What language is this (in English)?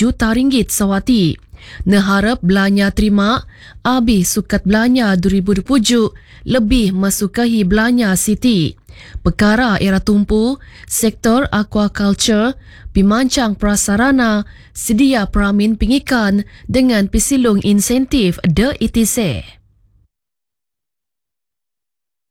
Malay